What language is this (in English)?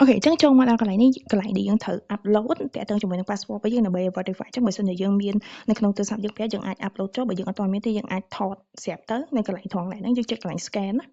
Khmer